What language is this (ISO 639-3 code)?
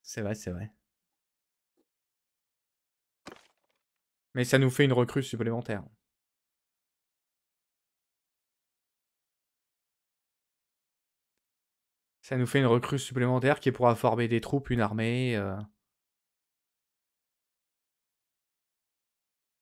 fra